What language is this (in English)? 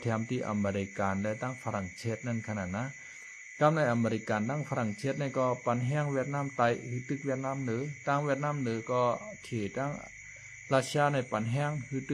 Shan